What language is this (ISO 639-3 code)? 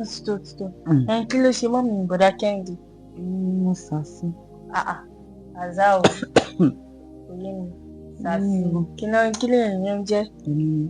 yor